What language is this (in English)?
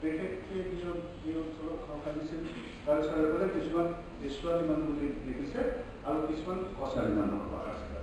Assamese